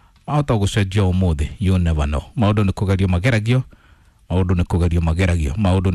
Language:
Kikuyu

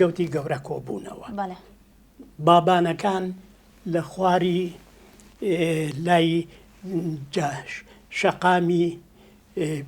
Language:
Central Kurdish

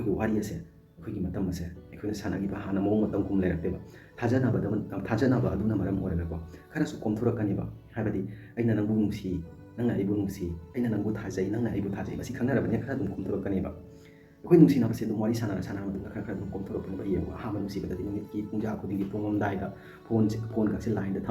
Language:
Manipuri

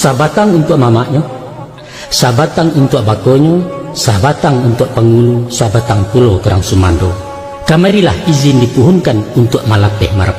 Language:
Minangkabau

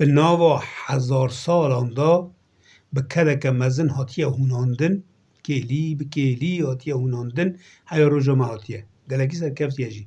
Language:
Kurdish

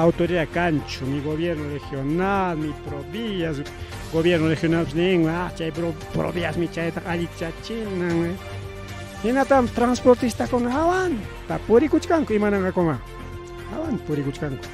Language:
Ayacucho Quechua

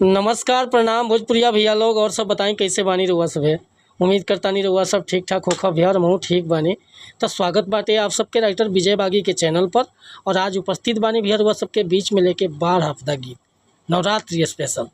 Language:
Bhojpuri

